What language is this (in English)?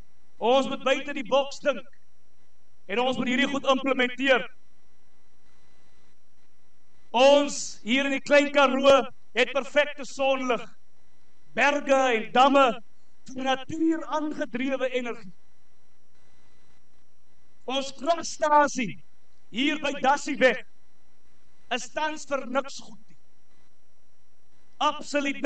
Afrikaans